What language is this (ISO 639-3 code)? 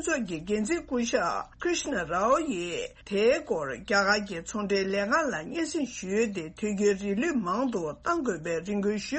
bod